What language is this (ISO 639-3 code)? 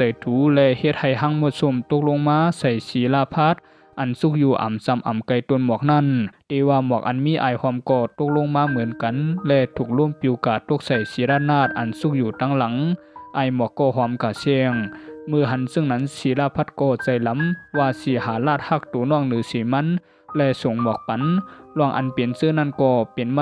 shn